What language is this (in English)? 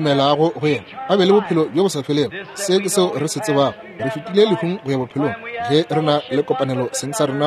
Northern Sotho